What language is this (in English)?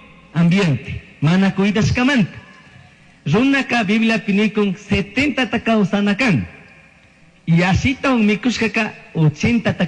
Chimborazo Highland Quichua